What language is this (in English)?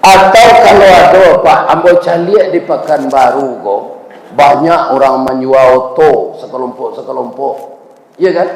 Minangkabau